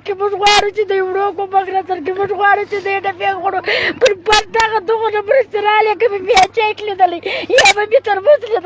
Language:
Pashto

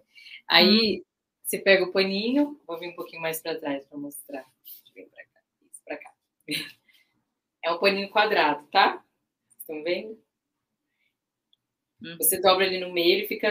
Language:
Portuguese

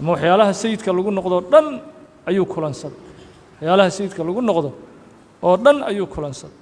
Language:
Somali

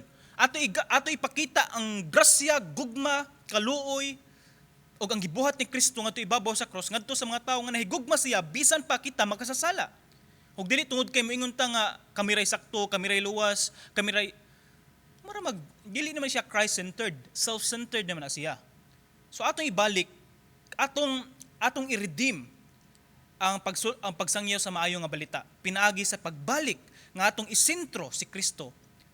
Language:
Cebuano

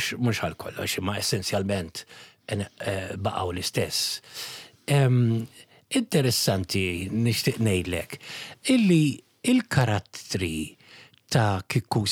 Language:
Maltese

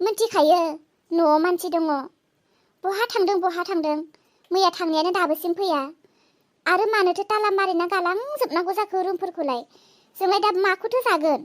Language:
Bodo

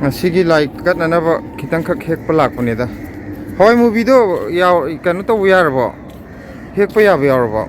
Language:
Manipuri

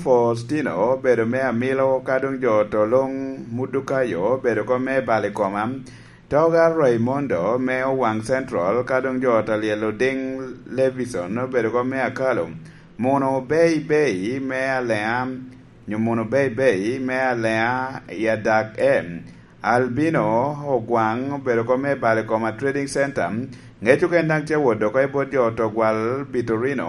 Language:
Lango (Uganda)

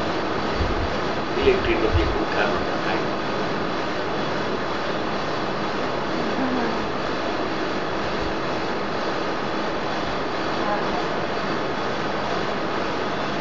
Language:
Gujarati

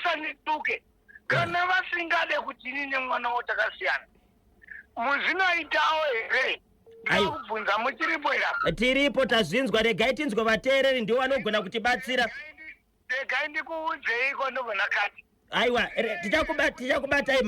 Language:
Shona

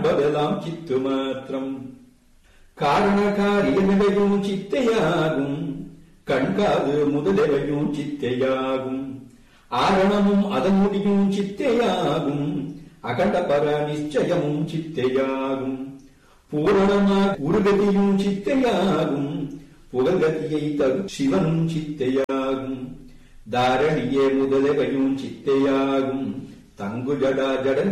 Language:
Tamil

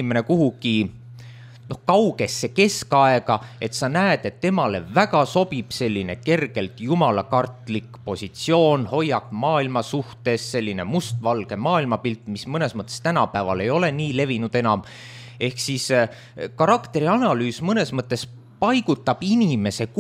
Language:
Estonian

